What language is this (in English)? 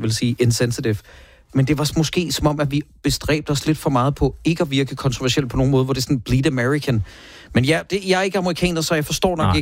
Danish